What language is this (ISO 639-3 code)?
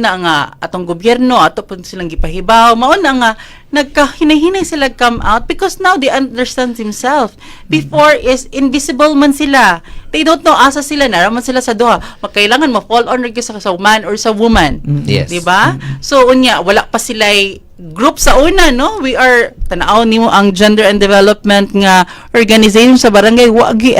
ceb